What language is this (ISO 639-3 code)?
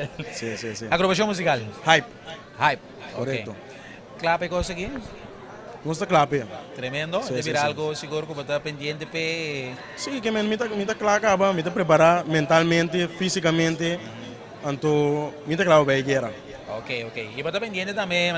pap